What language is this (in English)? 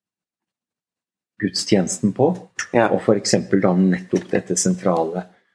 Norwegian